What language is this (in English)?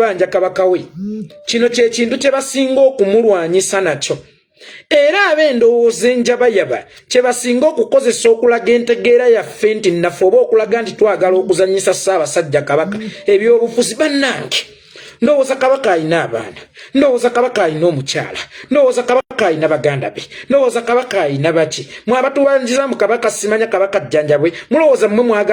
Ganda